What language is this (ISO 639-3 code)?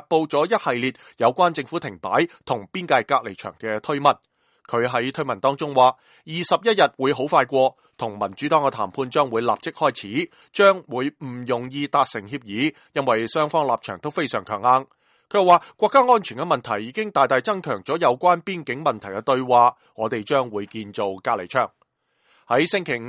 yue